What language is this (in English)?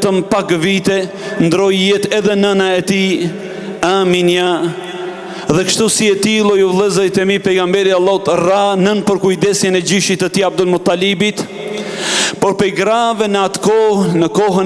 Albanian